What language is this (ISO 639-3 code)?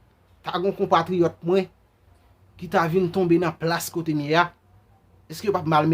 hat